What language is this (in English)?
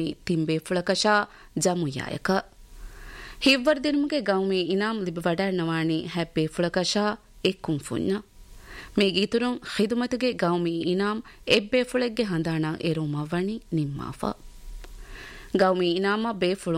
Divehi